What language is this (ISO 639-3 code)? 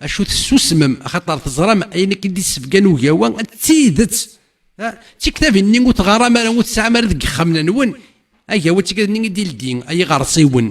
kab